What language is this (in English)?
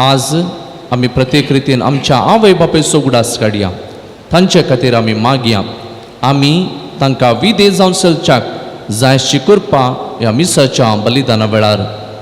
Konkani